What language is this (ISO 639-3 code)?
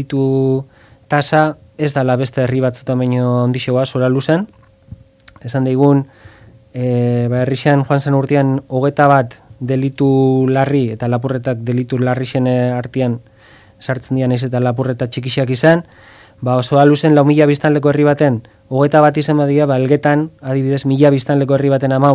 eus